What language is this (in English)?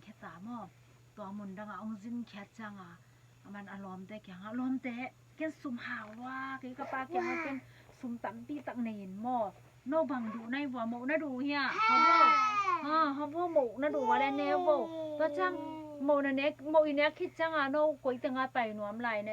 Tedim Chin